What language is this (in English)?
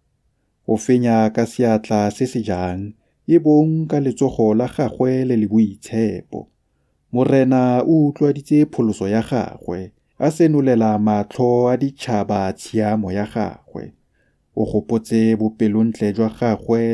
Tswana